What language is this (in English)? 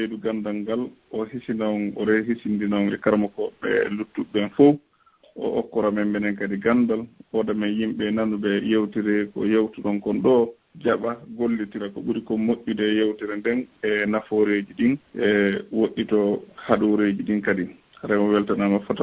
Fula